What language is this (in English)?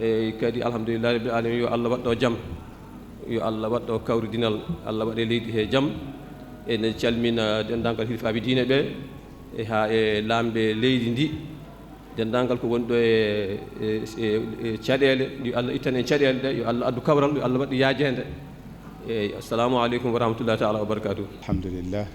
Fula